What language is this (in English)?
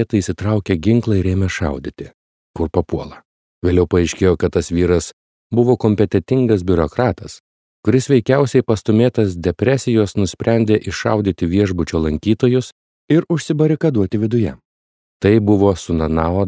Lithuanian